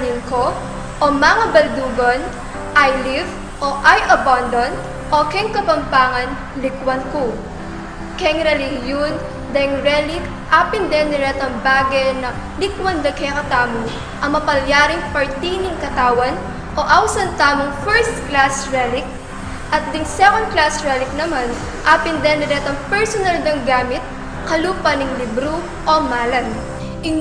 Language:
Pampanga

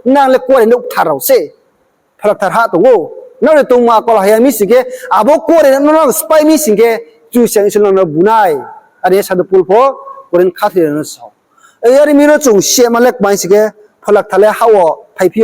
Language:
Riang (India)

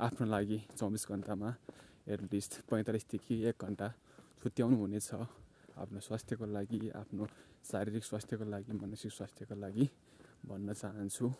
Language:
Nepali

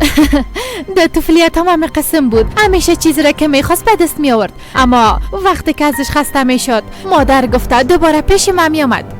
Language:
Persian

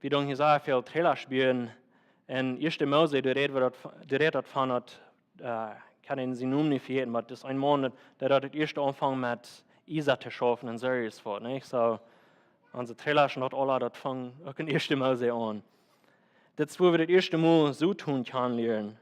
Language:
Plautdietsch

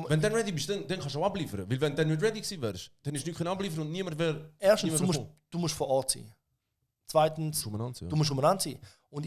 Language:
Swiss German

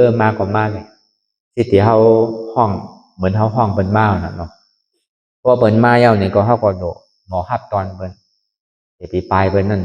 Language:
Shan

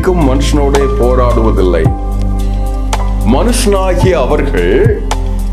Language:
Tamil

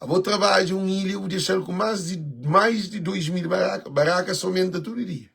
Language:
Kabuverdianu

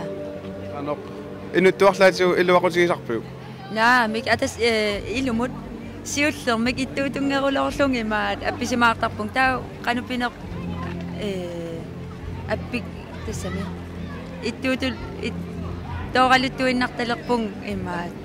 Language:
Kalaallisut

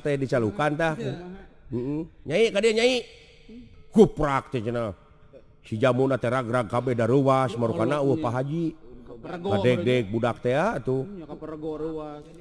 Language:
Sundanese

